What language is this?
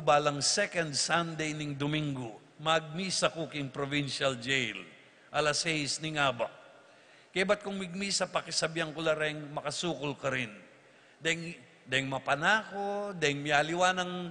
Pampanga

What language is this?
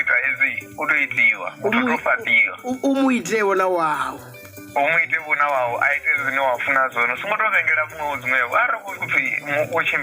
Venda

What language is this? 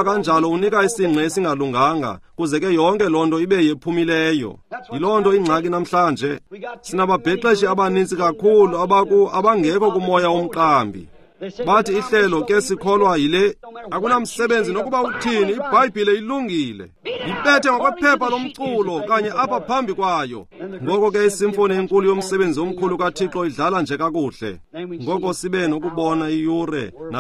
Xhosa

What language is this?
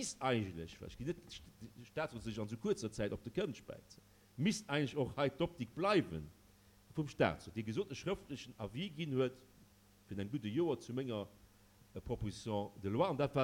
Luxembourgish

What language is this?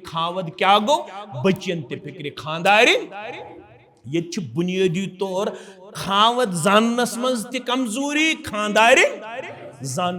Kashmiri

